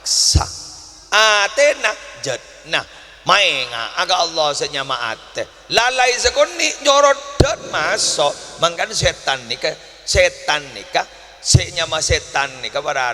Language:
Madurese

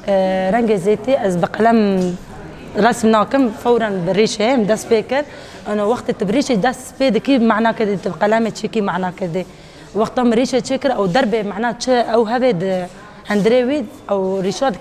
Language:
Kurdish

